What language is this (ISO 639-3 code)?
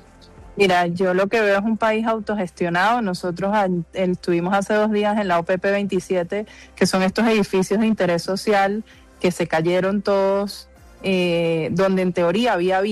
spa